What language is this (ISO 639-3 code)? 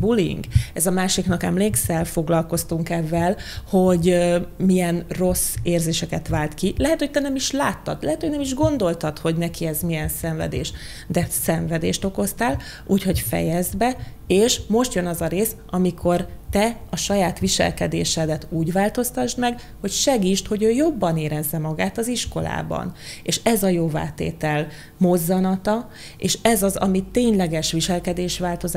hun